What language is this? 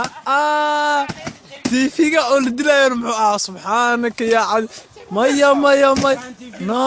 Somali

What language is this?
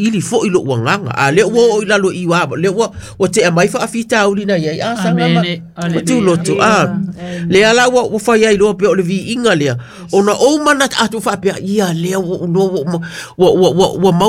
Samoan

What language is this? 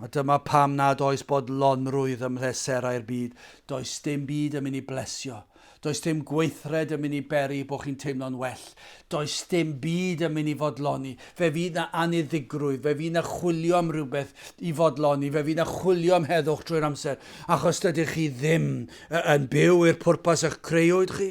Welsh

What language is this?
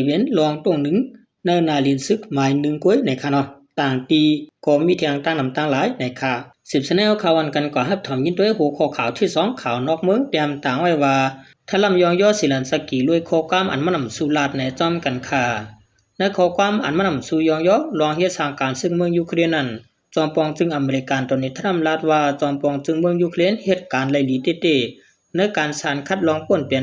Shan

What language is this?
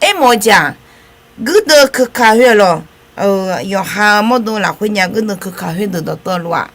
Akha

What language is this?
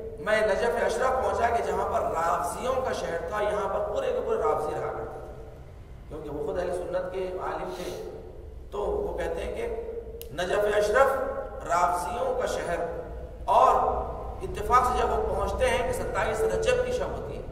Urdu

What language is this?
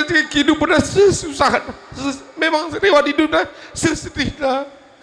Batak Karo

